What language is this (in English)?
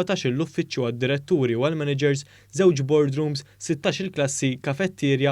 Maltese